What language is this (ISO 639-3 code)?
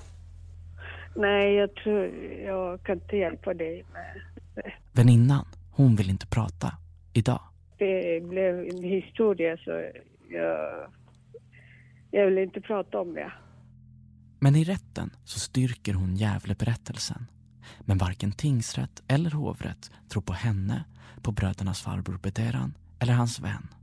swe